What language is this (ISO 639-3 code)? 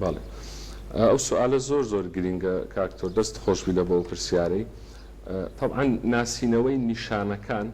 ckb